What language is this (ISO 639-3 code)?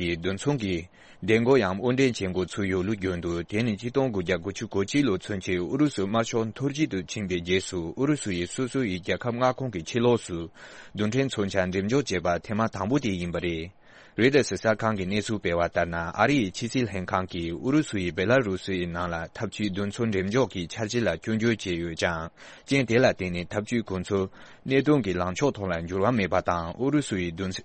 bod